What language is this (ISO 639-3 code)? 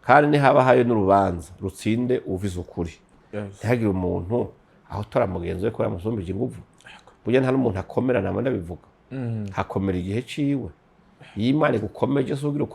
run